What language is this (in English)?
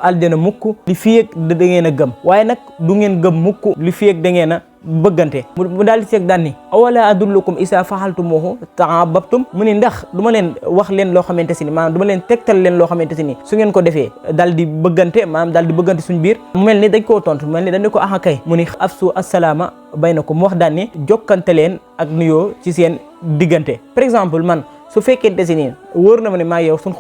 Wolof